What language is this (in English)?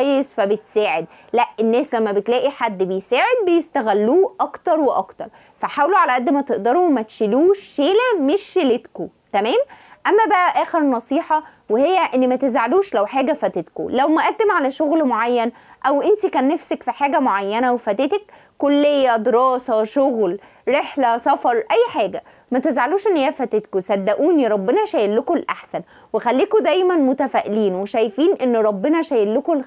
Egyptian Arabic